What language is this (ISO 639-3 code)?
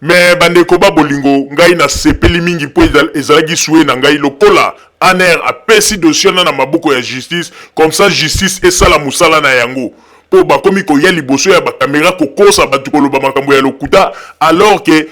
lin